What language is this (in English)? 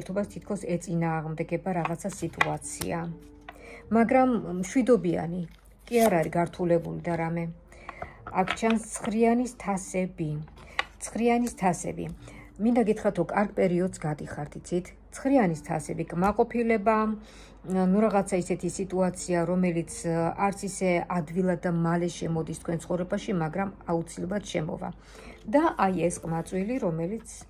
Georgian